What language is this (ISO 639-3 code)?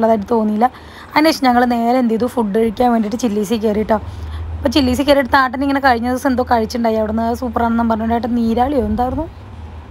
mal